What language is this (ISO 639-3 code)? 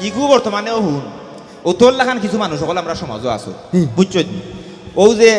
syl